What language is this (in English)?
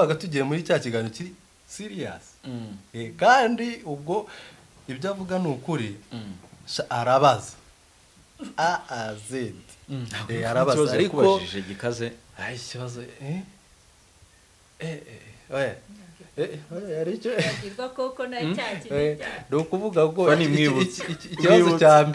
Kinyarwanda